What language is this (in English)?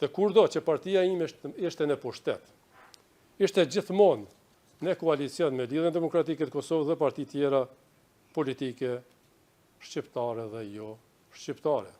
Albanian